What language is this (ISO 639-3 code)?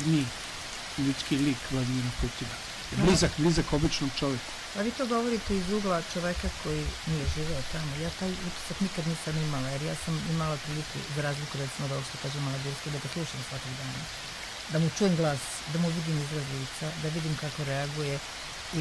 srp